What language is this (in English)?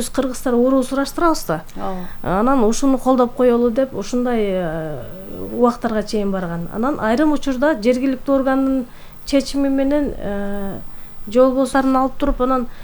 Kyrgyz